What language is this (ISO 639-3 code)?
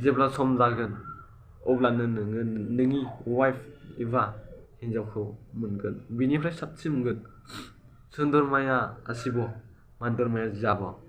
brx